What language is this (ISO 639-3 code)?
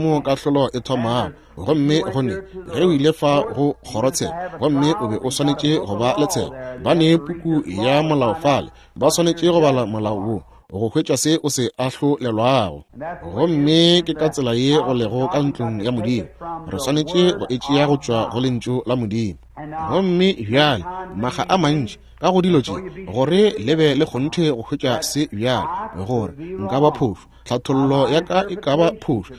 nso